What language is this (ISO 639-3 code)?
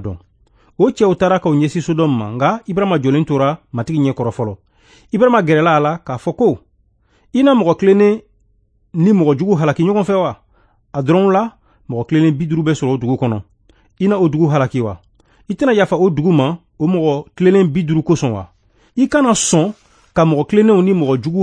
bam